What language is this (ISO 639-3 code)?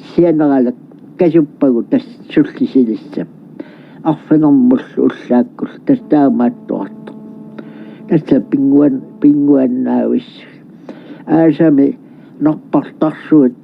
kal